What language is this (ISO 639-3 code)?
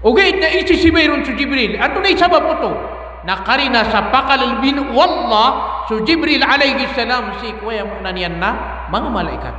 mrw